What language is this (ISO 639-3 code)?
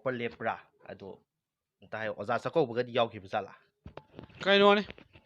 mni